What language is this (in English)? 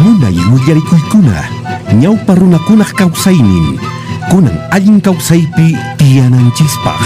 Quechua